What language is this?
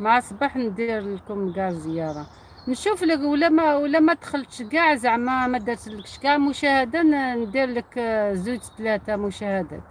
Algerian Arabic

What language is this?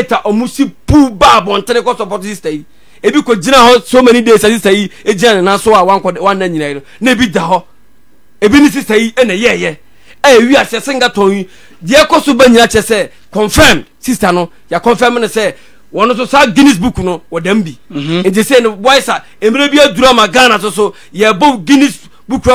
Akan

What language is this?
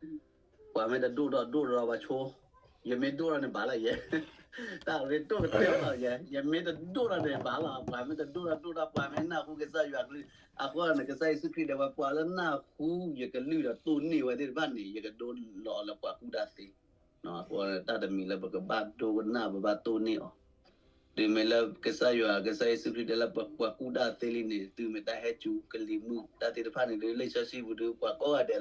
S'gaw Karen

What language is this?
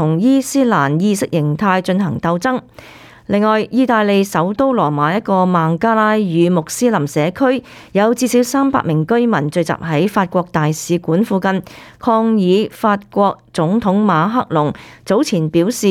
Cantonese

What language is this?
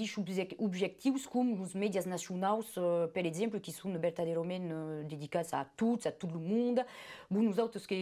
Occitan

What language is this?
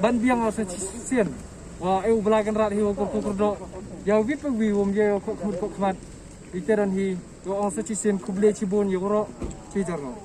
Pnar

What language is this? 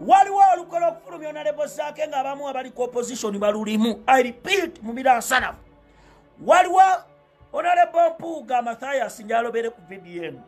Ganda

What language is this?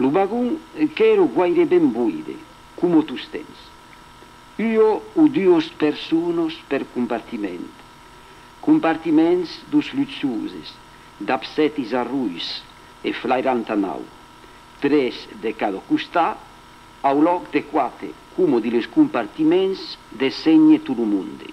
Occitan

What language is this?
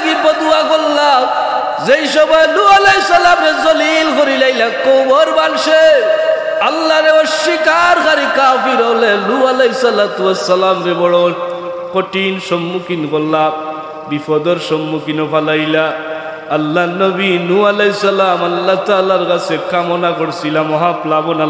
Sylheti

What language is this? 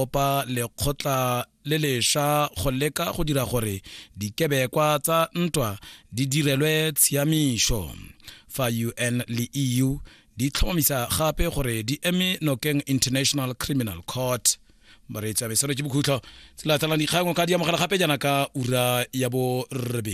Tswana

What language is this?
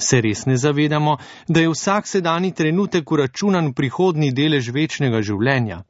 Slovenian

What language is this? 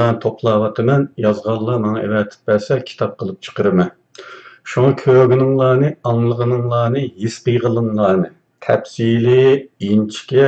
Uyghur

